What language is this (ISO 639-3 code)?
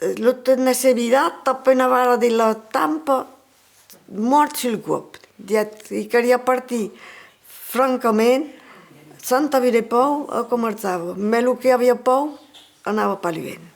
oci